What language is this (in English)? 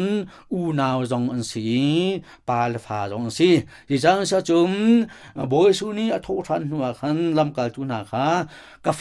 Hakha Chin